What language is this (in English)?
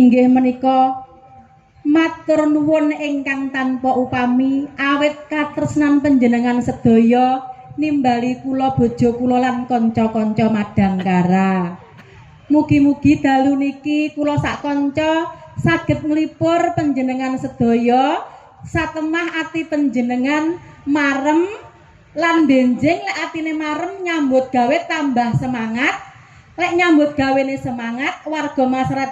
Javanese